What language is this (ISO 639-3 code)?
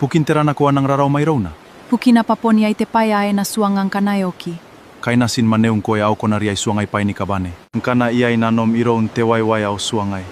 gil